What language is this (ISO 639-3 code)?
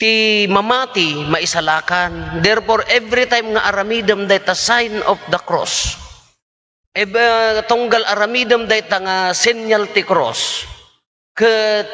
ilo